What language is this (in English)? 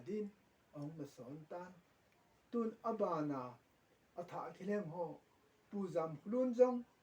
Thado Chin